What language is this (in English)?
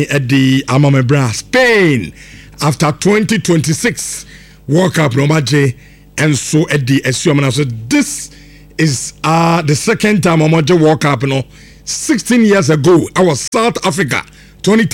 Akan